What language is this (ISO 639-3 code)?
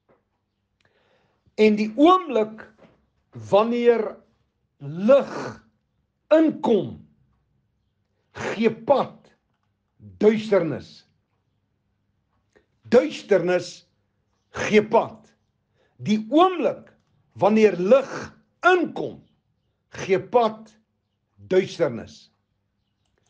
afr